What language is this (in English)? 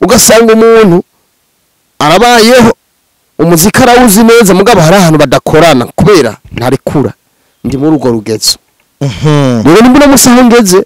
Rundi